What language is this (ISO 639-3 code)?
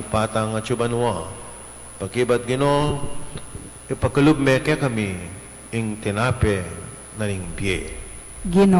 pam